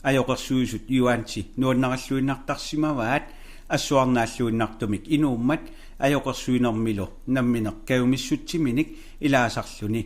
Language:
Kalaallisut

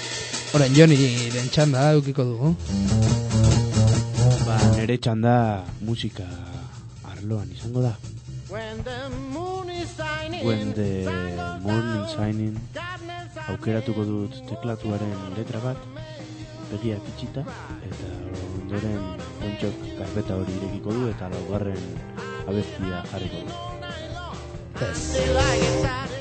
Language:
Basque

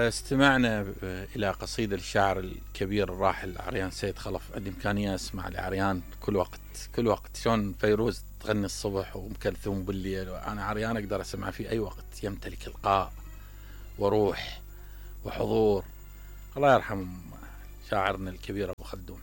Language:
Mesopotamian Arabic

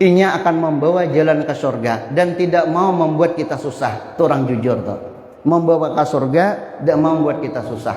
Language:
Banjar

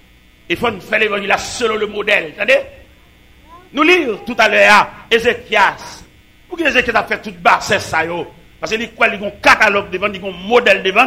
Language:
French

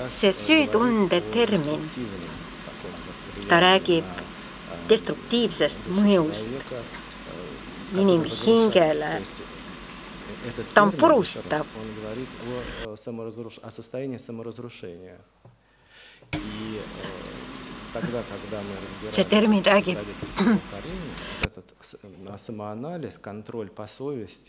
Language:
Estonian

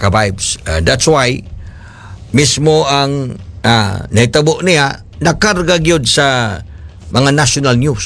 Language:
Cebuano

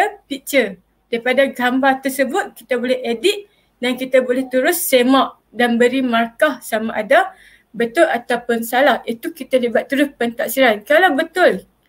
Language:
Malay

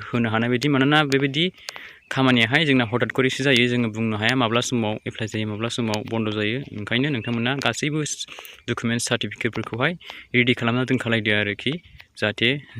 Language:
Bodo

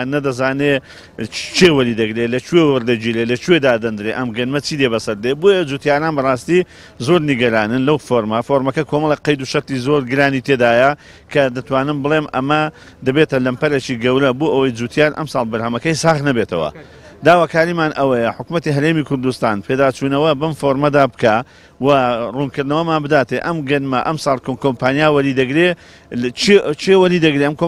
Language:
Central Kurdish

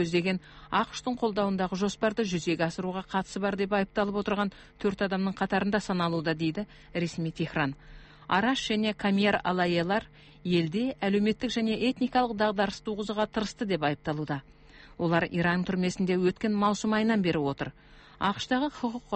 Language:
Kazakh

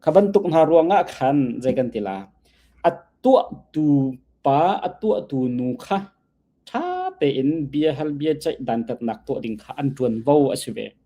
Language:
Hakha Chin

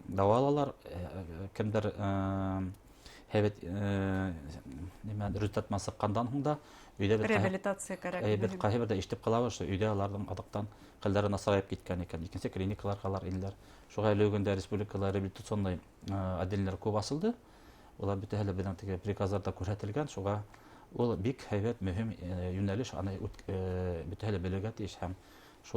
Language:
Bashkir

